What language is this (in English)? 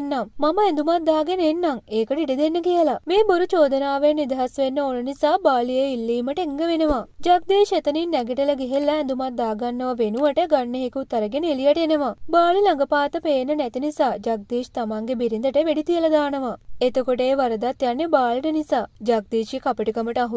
Sinhala